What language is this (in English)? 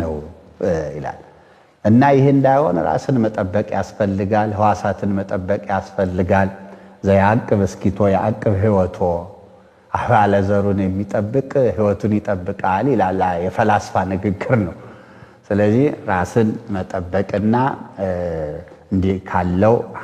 Amharic